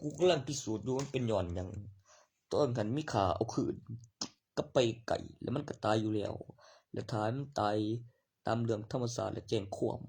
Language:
Northeastern Thai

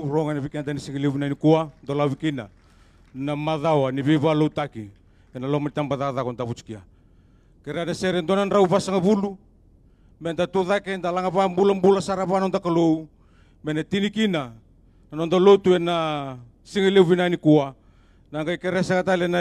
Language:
Fijian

